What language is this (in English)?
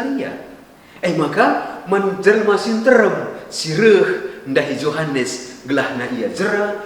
Batak Karo